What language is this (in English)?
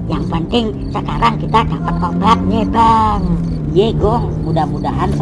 Betawi